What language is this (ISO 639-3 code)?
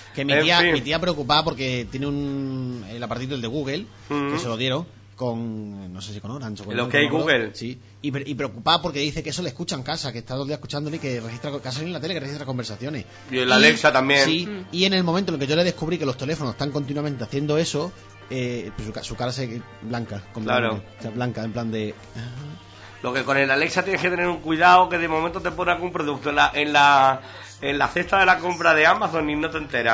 spa